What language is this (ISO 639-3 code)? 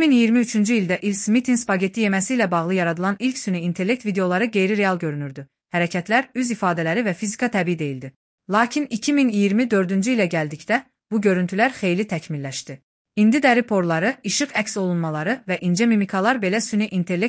aze